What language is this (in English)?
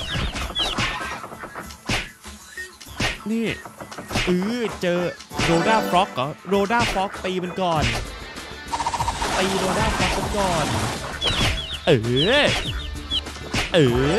Thai